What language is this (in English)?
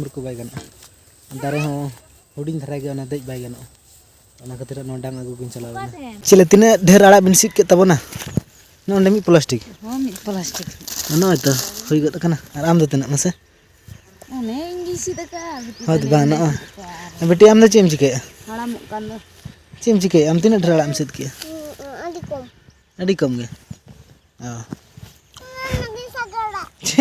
Santali